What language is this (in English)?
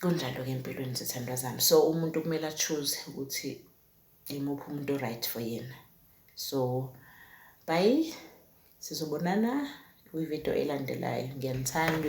Zulu